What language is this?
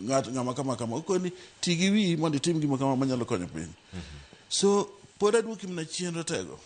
Luo (Kenya and Tanzania)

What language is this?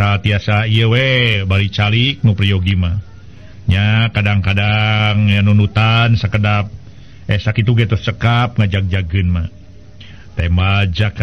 Sundanese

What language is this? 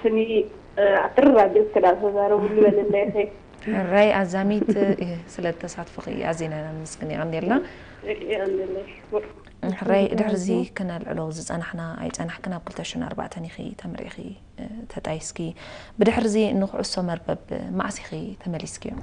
Tigrinya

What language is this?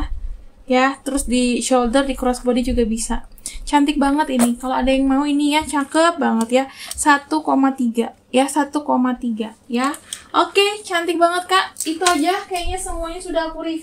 Indonesian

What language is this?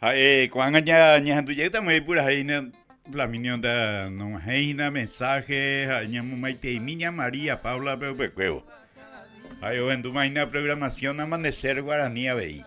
Guarani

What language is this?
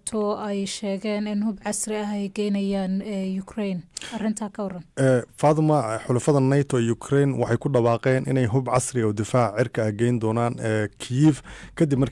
Somali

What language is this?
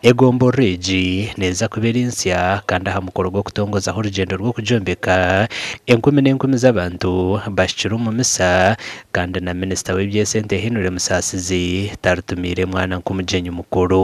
Nyankole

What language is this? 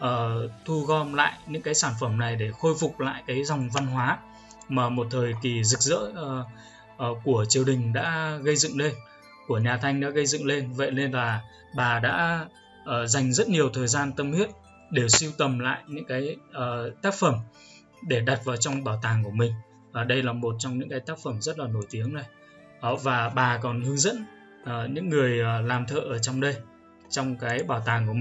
Vietnamese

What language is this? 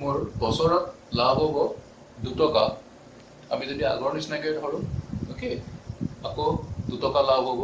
Assamese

